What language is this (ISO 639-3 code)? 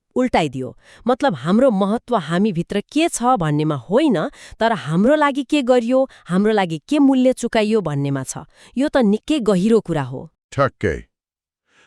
nep